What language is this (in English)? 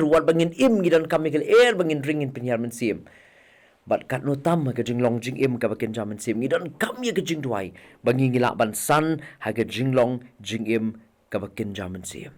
Khasi